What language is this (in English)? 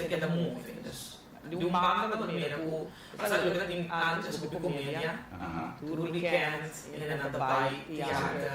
Papiamento